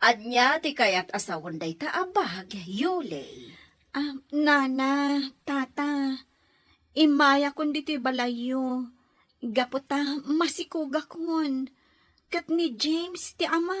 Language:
Iloko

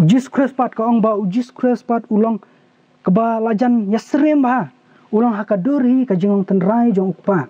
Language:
Khasi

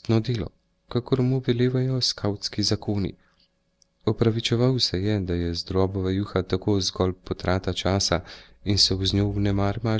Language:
Slovenian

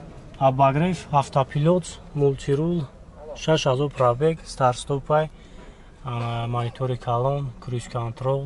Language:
Tajik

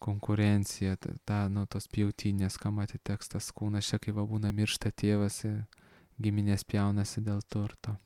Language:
Lithuanian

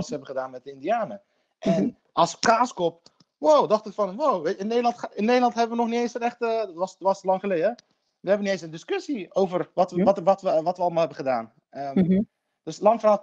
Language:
Dutch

